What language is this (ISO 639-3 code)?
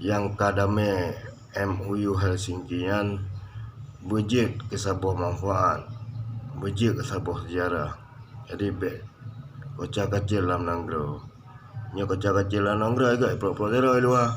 ace